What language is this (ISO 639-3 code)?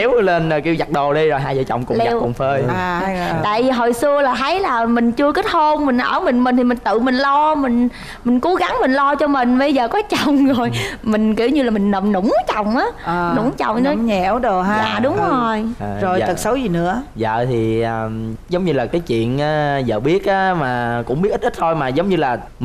vie